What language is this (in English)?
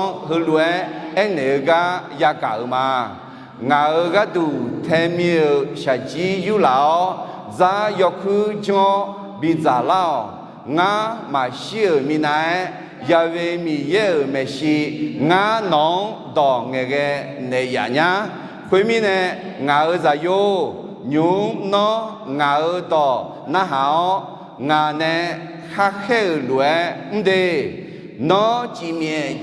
Akha